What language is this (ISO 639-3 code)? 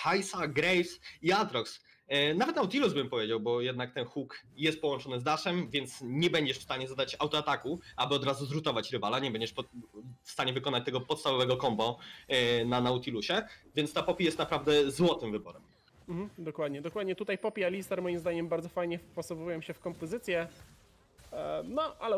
pol